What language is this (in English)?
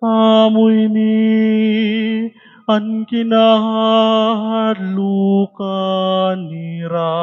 Waray